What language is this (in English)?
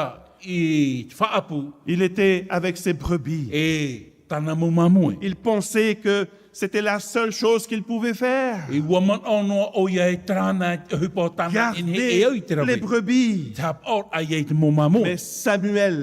Tahitian